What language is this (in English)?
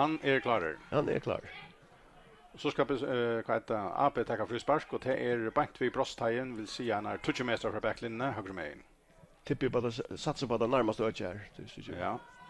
Faroese